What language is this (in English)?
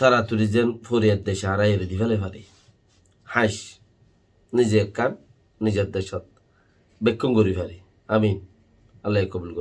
Rohingya